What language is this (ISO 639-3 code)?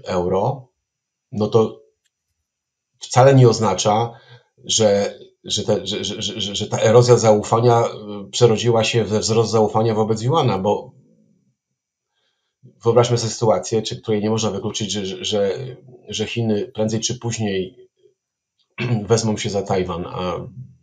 pol